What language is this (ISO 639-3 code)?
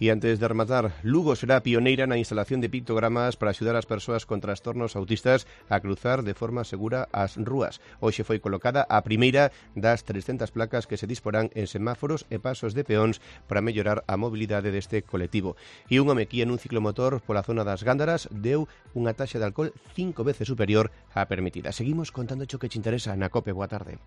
glg